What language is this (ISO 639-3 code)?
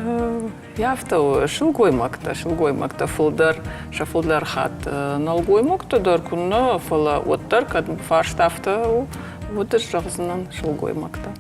oss